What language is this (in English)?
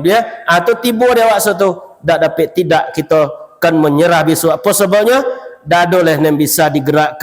Minangkabau